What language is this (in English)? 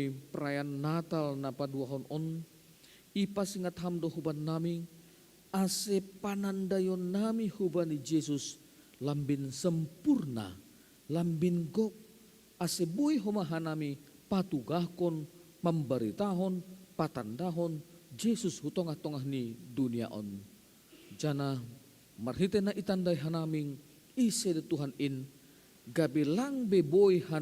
Batak Simalungun